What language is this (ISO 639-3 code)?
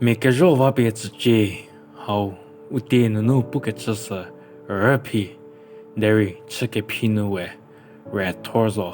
njm